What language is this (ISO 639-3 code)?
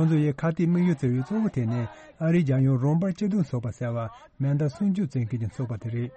bod